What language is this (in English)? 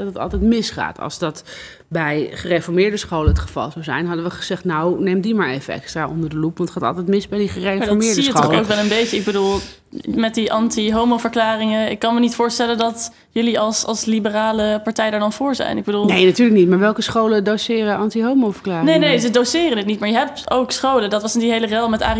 Dutch